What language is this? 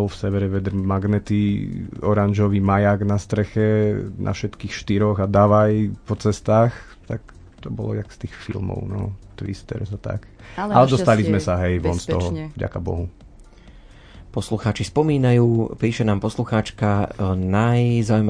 Slovak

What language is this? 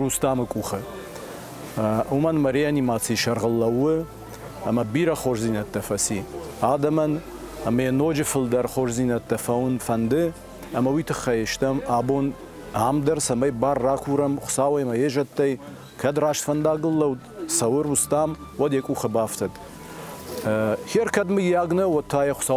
Ossetic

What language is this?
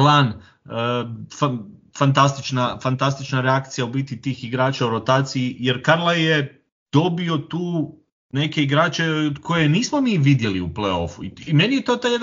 Croatian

